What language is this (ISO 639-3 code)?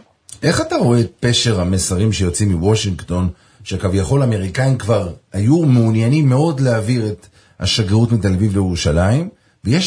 heb